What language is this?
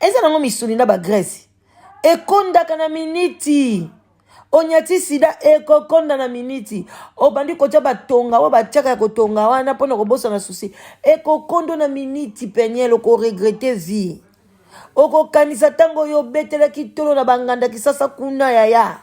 Lingala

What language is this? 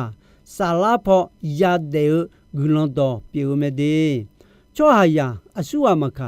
Akha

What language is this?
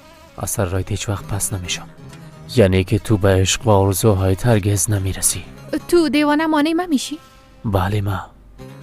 Persian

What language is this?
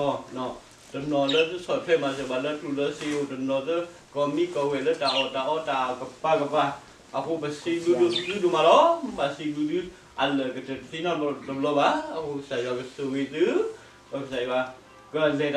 S'gaw Karen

